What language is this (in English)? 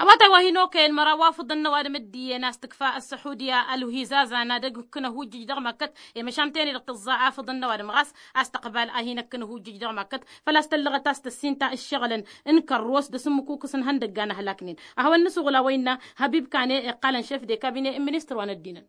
Tamasheq